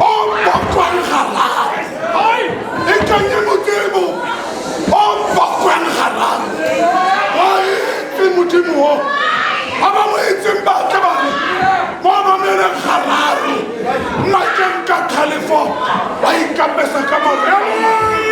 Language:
Tswana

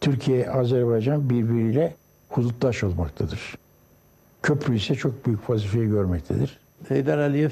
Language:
Azerbaijani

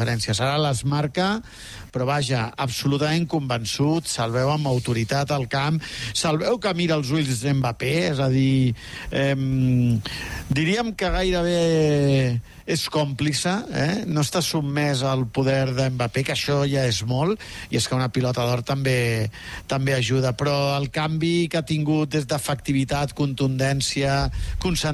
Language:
Catalan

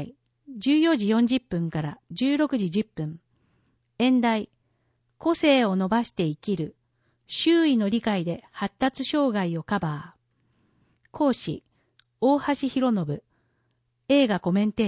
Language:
Japanese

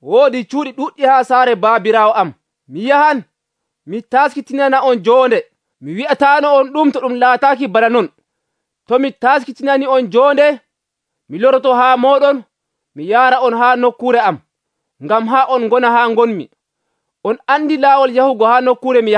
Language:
Nigerian Fulfulde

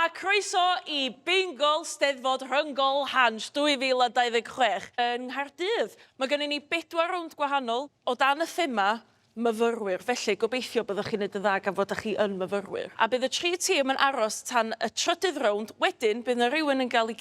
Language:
Welsh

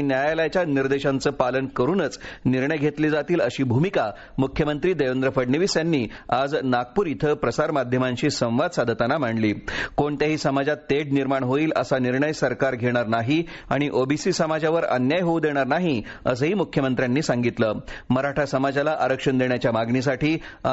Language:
Marathi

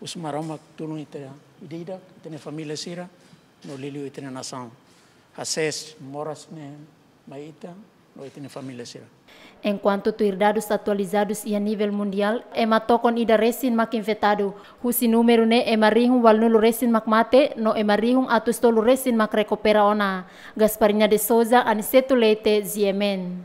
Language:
Tetum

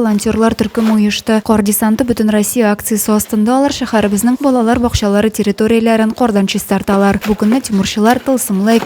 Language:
Tatar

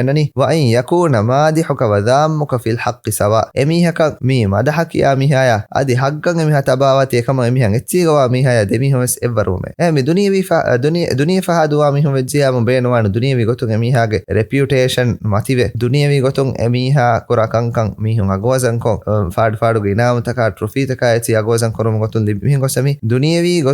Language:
Divehi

